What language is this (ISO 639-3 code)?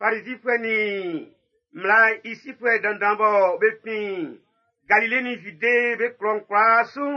bci